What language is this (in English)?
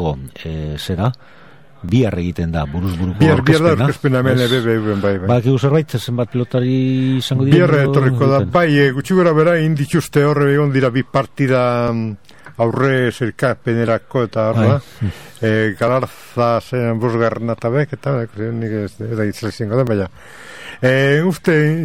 Basque